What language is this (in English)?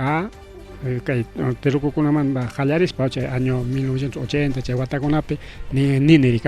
Ayacucho Quechua